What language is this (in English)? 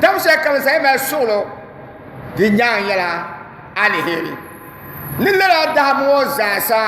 Dagbani